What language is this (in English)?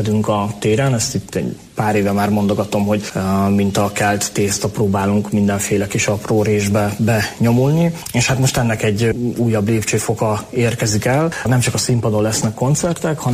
Hungarian